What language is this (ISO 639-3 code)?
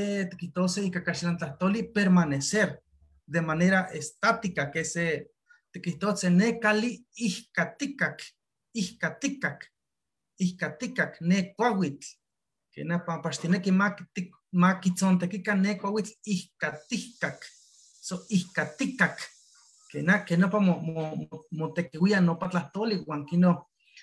nhe